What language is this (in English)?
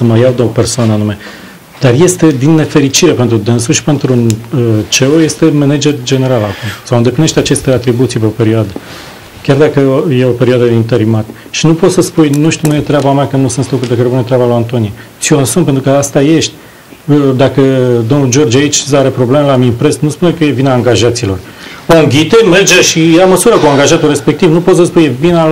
Romanian